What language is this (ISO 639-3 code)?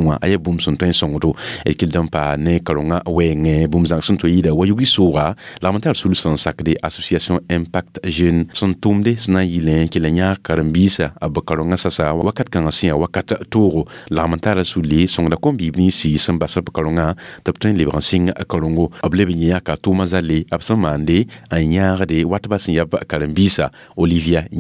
mos